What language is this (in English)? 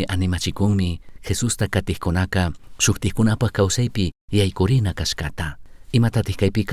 Chimborazo Highland Quichua